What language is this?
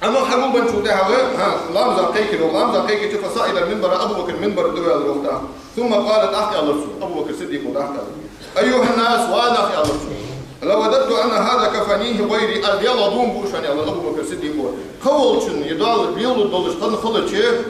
Ingush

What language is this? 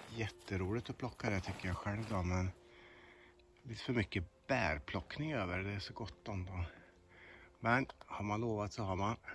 Swedish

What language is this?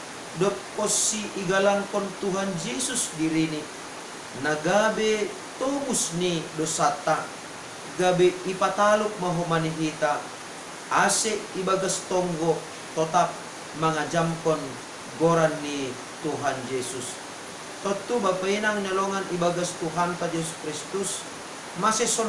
Batak Simalungun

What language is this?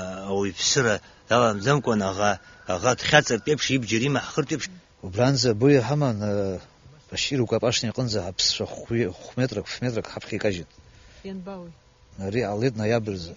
Abkhazian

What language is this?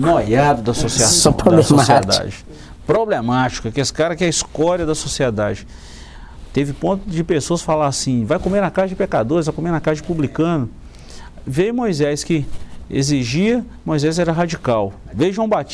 Portuguese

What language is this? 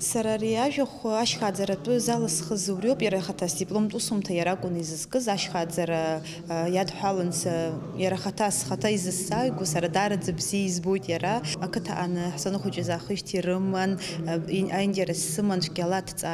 Abkhazian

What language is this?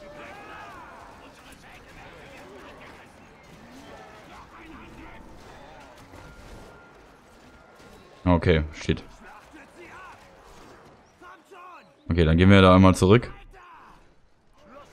German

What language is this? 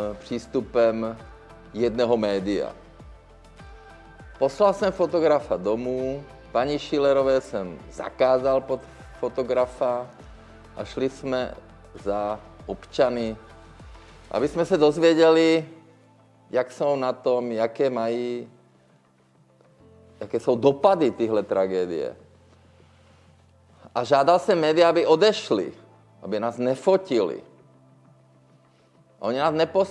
Czech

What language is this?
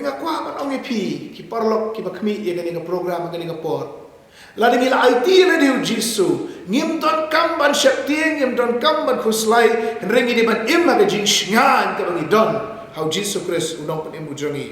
Khasi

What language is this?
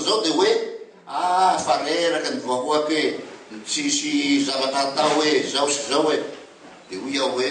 Malagasy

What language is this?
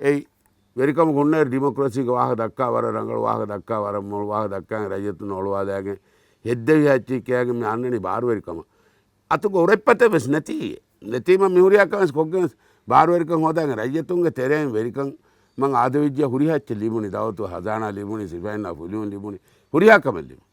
Divehi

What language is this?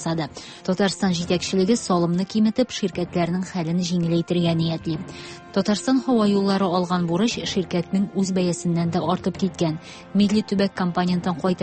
Tatar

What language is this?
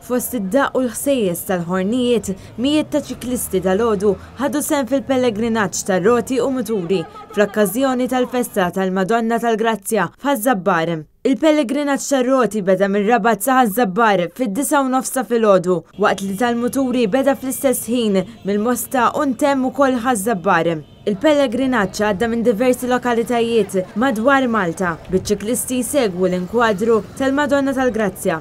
Maltese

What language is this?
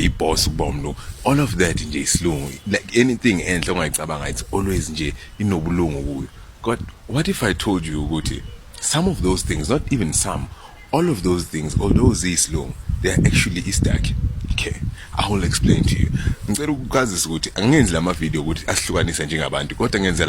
Zulu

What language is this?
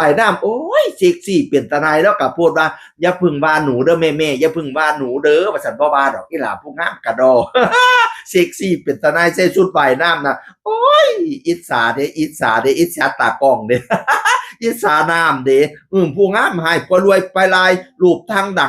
Northeastern Thai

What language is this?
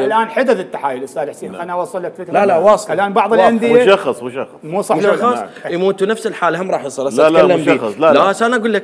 Mesopotamian Arabic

